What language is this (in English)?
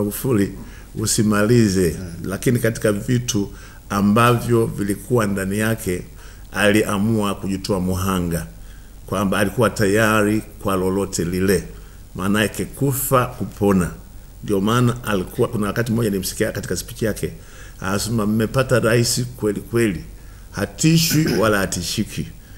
Swahili